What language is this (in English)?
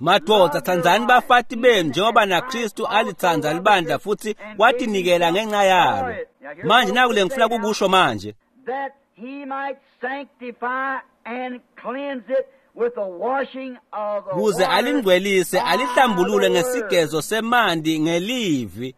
Swati